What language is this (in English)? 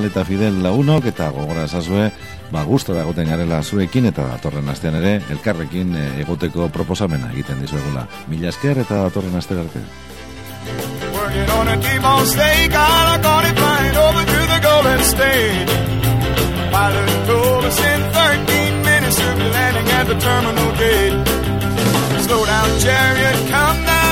Basque